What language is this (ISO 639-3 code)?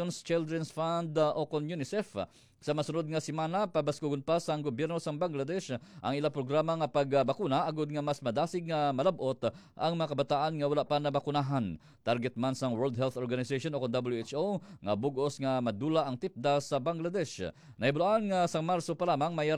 hil